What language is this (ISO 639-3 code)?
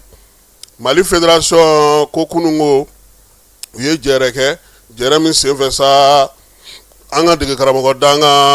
bam